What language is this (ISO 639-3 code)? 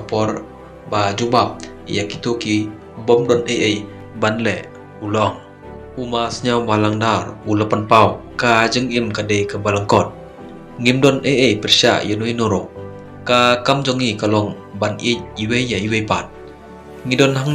kha